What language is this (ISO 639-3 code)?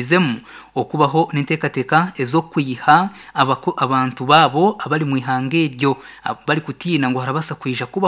nyn